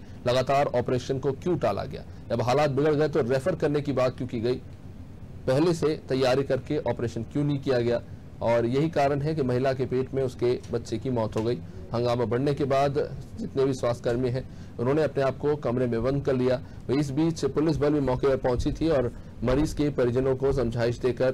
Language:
Hindi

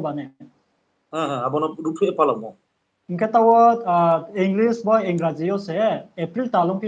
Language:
Riang (India)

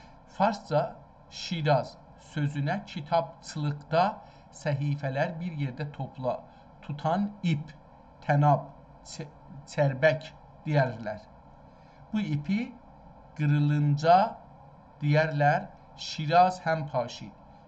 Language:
South Azerbaijani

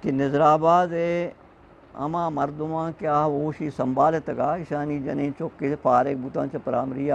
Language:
Eastern Balochi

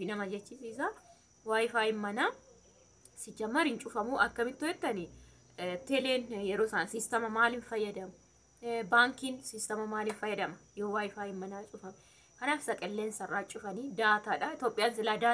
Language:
Oromo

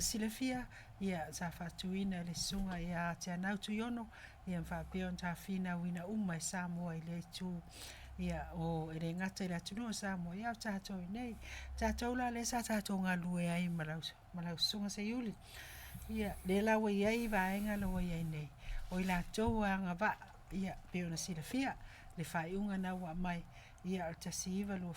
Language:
Samoan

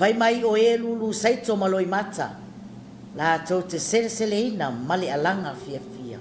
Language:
Samoan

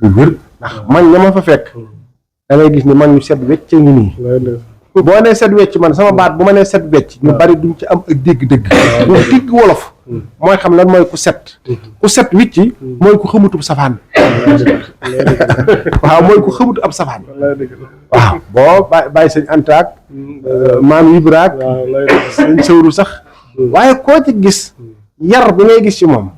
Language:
Wolof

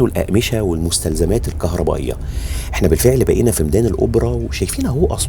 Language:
Egyptian Arabic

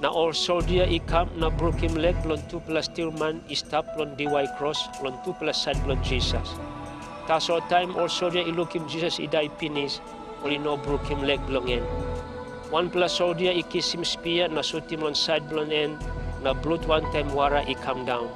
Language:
Tok Pisin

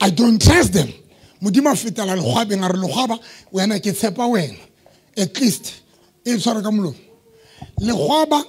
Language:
Southern Sotho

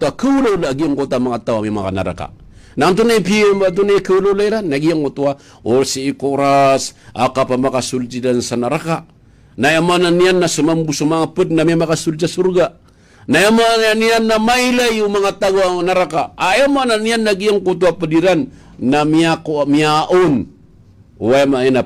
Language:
Maranao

